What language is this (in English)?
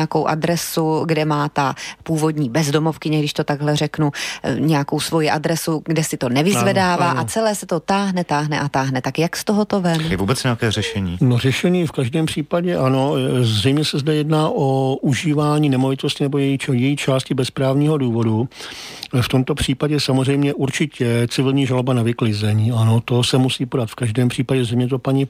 Czech